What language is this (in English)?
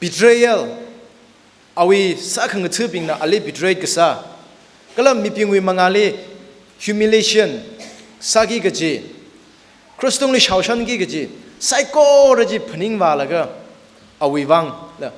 Tangkhul Naga (India)